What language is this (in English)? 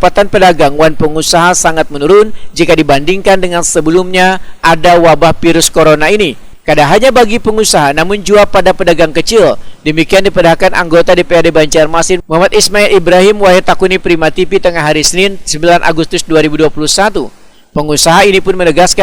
Banjar